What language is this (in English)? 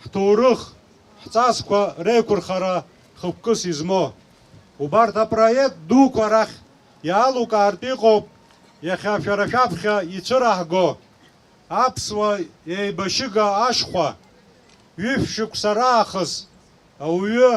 Abkhazian